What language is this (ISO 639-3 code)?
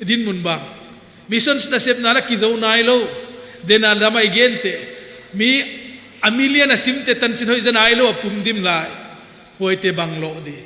pck